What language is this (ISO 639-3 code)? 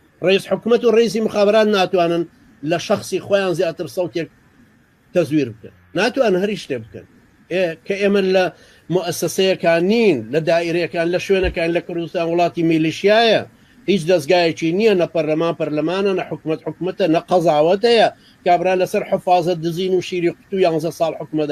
ckb